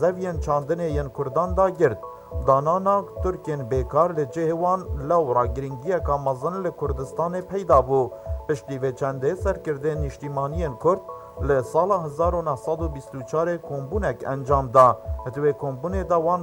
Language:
Kurdish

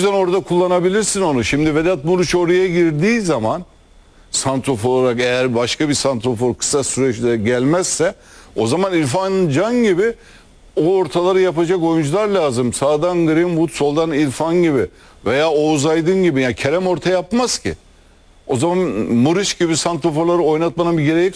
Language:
Turkish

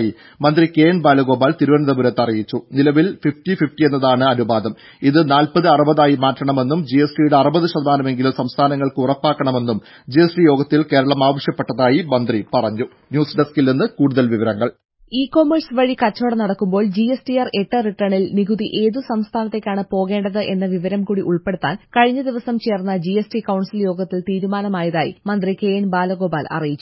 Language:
Malayalam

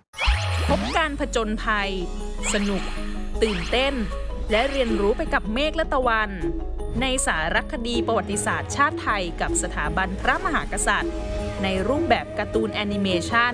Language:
Thai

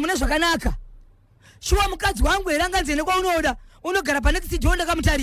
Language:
Shona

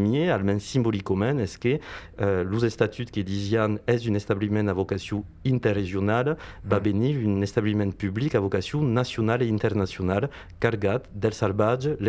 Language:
Occitan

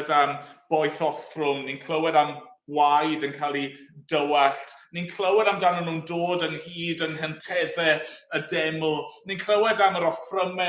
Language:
Welsh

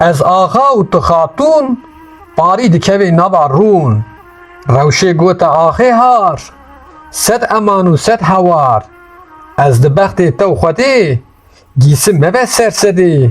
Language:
Kurdish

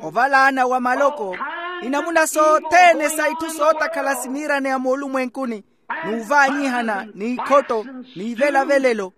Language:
Makhuwa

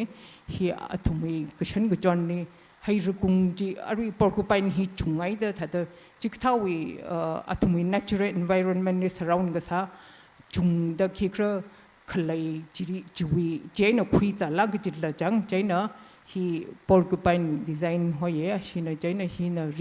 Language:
Tangkhul Naga (India)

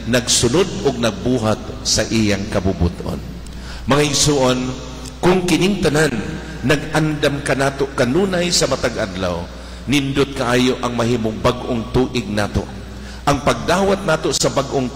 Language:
Cebuano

